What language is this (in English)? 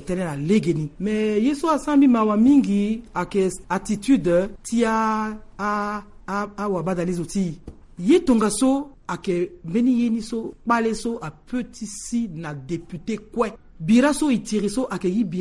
Sango